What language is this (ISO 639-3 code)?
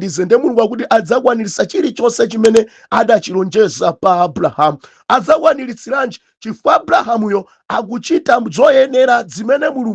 nya